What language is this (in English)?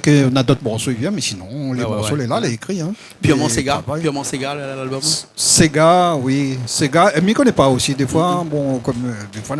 Réunion Creole French